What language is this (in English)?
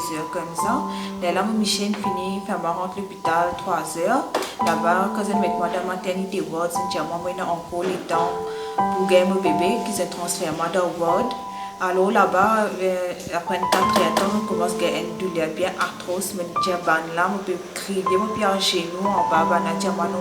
Morisyen